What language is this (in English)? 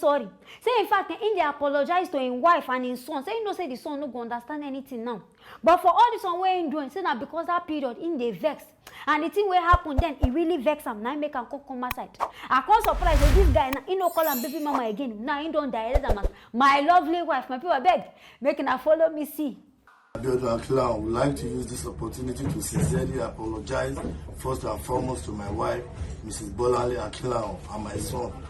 Nigerian Pidgin